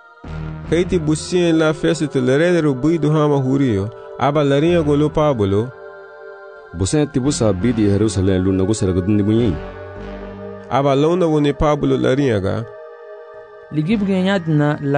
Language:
Garifuna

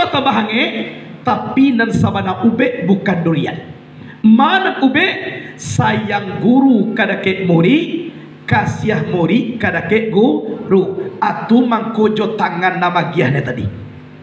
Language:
Minangkabau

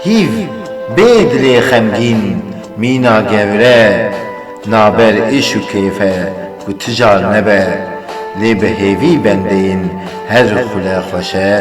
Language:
Kurdish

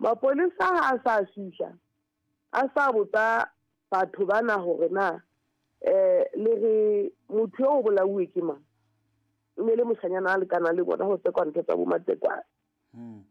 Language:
Southern Sotho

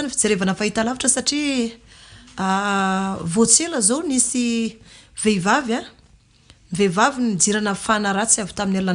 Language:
Malagasy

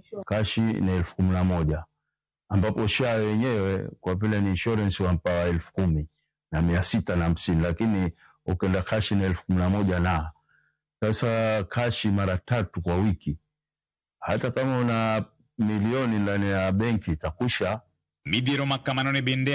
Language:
Luo (Kenya and Tanzania)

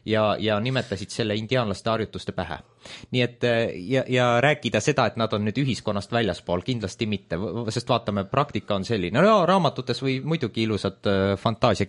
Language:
Estonian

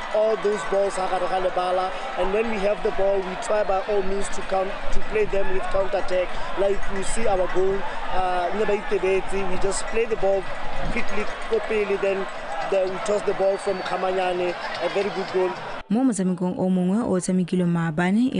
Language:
Tswana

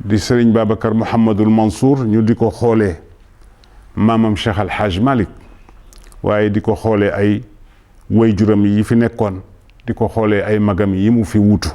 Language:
Wolof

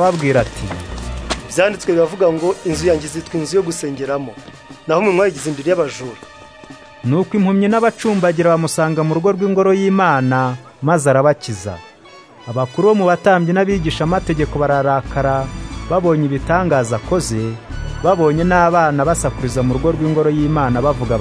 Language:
Kinyarwanda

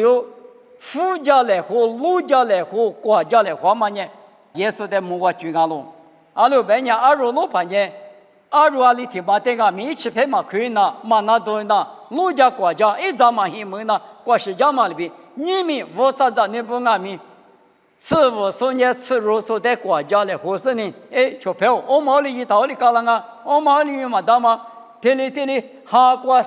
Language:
Lisu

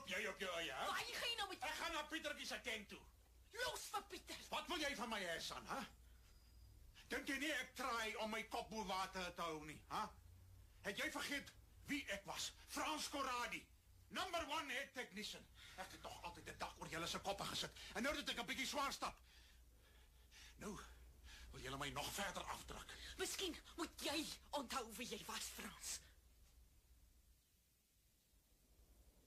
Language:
Afrikaans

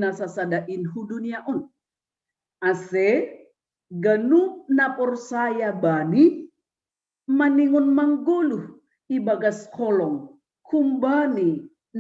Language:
Batak Simalungun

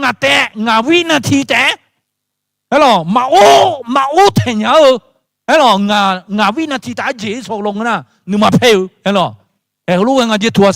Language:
Akha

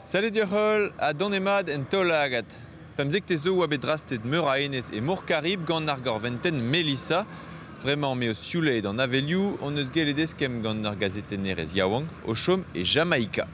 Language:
Breton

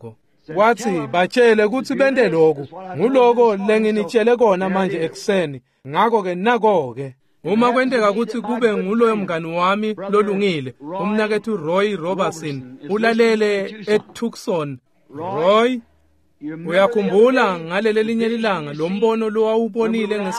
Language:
Swati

